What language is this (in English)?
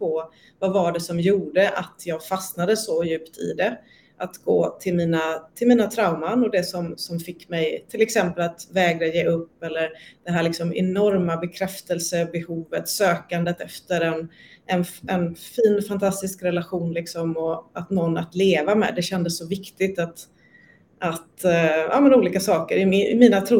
Swedish